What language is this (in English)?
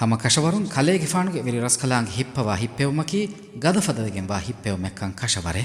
Divehi